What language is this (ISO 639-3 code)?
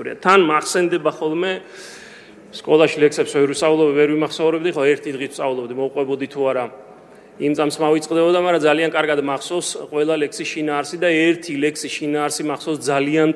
kat